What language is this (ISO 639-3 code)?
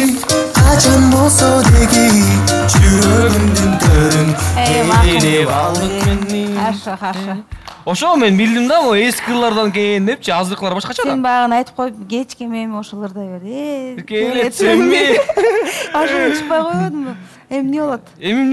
kir